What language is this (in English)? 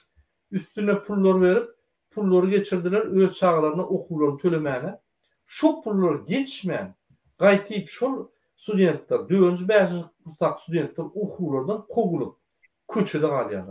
Turkmen